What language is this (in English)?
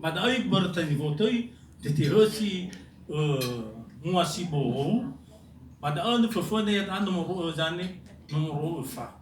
Nias